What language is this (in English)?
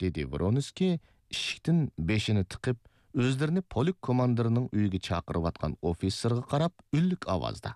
Uyghur